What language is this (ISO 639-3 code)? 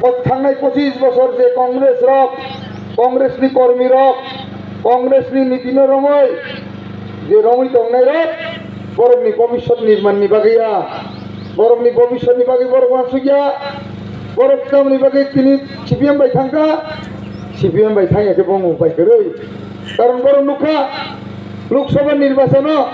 trp